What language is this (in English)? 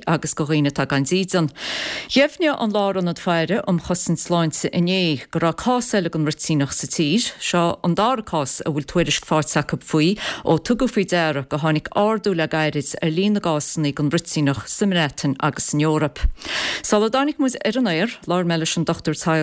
Irish